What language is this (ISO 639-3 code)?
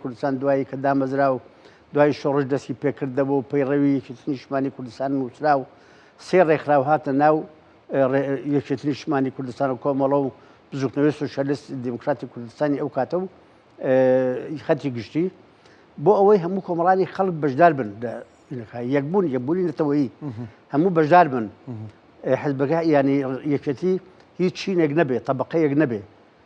ckb